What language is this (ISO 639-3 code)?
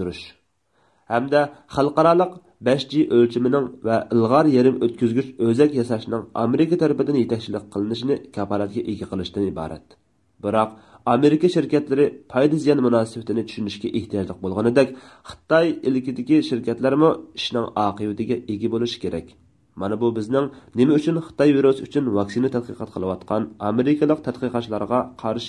uig